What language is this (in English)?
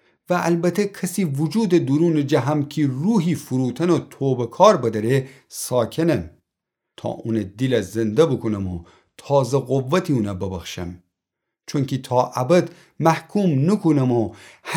Gilaki